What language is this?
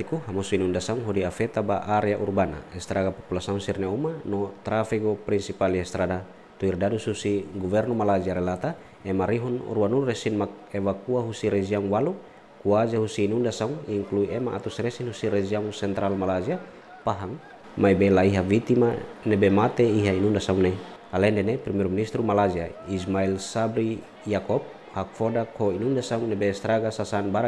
Tetum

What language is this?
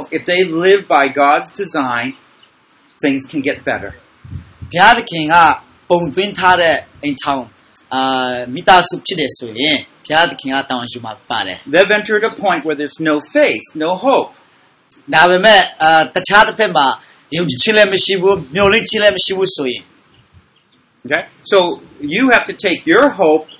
Burmese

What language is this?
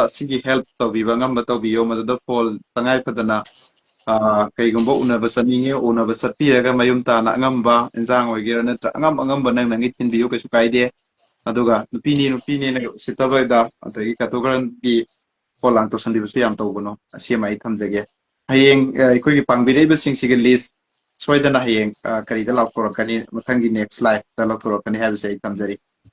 Manipuri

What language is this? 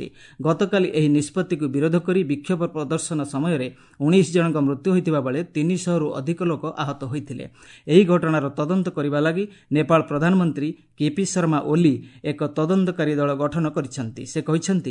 Odia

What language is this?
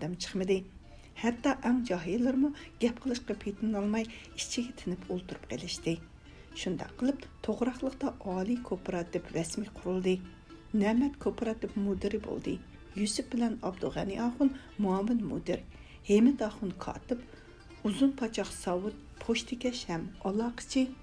Uyghur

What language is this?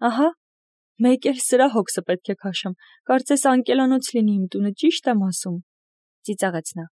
Armenian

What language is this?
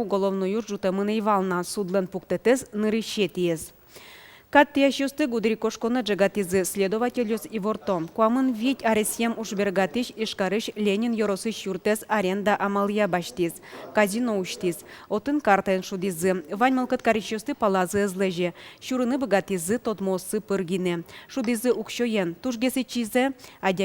Udmurt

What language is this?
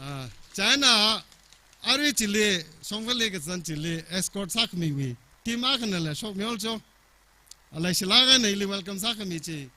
Tangkhul Naga (India)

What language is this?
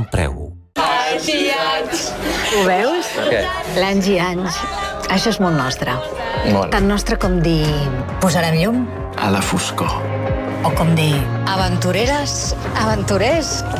Catalan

